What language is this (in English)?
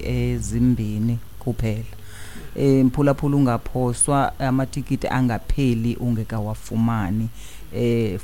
Xhosa